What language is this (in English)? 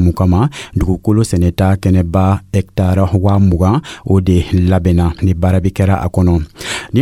Dyula